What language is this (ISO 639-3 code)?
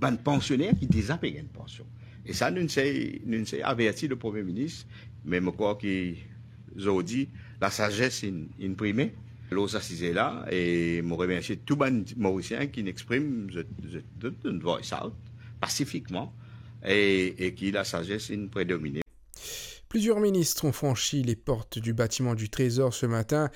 mfe